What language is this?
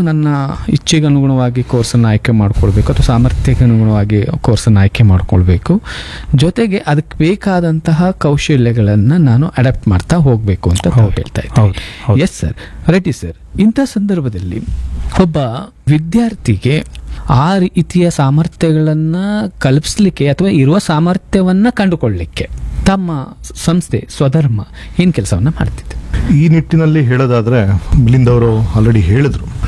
Kannada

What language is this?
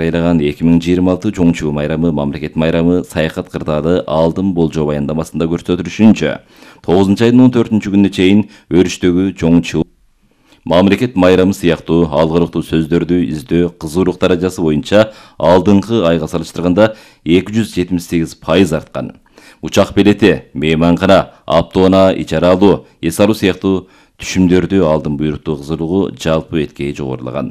Kyrgyz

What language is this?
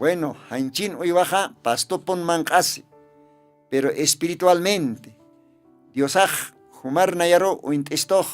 Aymara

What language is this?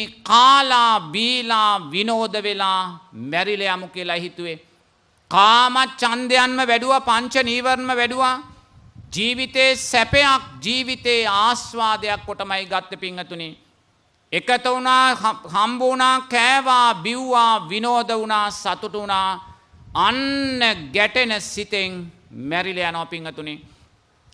Sinhala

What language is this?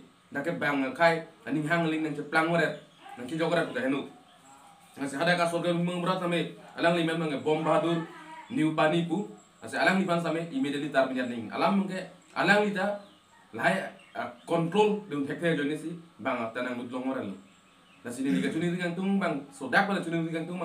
Karbi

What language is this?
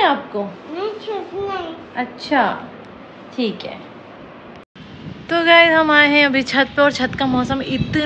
Hindi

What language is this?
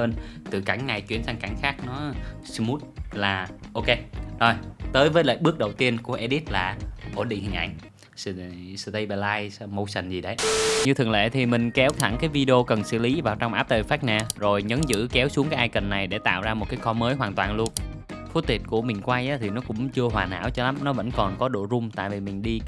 Vietnamese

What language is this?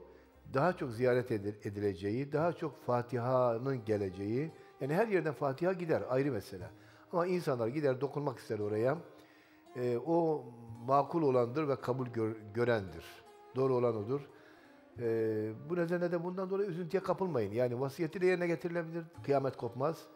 Turkish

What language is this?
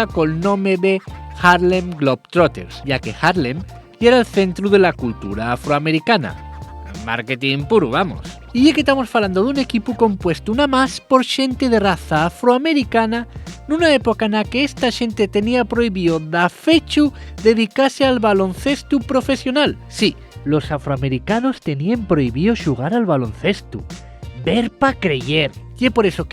Asturian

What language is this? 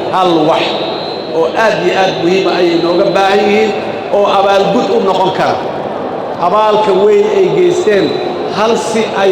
Somali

